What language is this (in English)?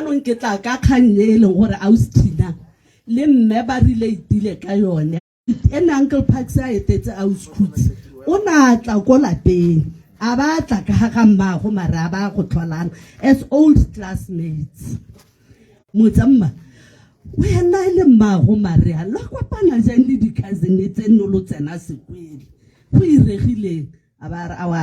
Tswana